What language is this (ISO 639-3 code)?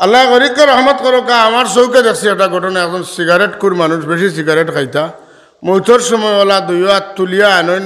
syl